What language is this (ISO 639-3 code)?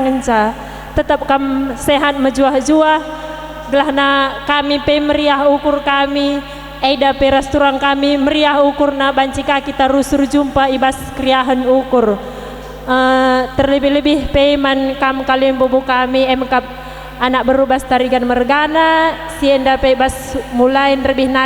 btx